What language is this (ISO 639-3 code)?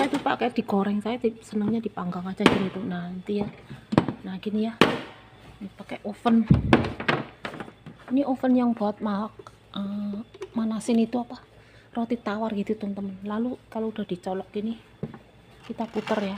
ind